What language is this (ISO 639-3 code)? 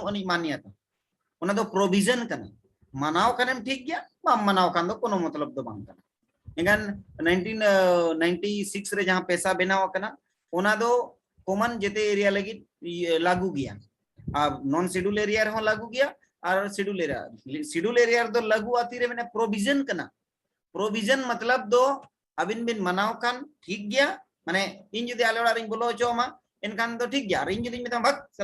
sat